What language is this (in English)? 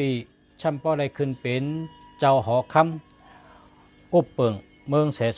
Shan